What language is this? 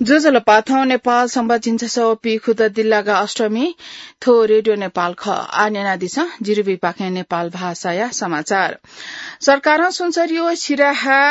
Newari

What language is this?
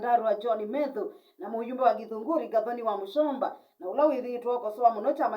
Kamba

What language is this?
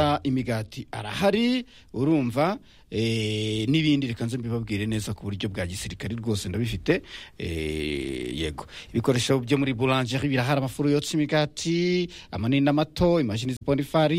Kinyarwanda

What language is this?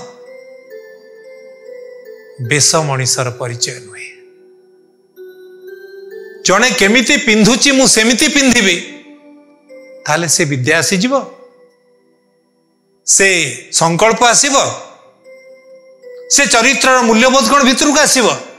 Odia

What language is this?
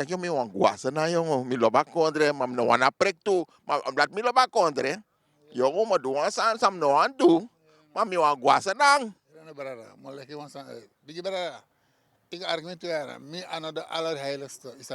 Sranan Tongo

